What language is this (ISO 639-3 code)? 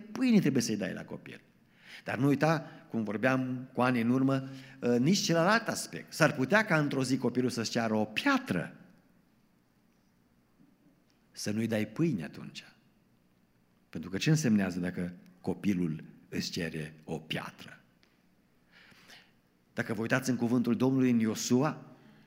ron